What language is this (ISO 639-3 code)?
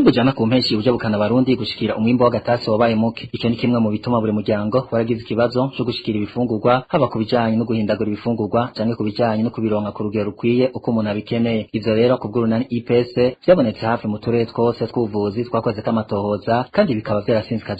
run